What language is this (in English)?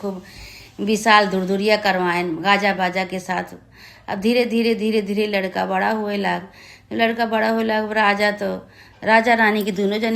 Awadhi